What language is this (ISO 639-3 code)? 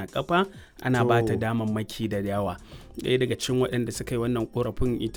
hau